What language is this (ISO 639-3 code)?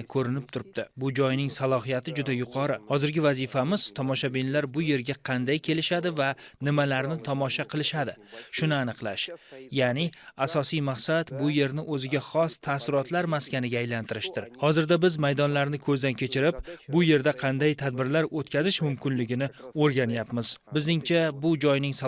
uzb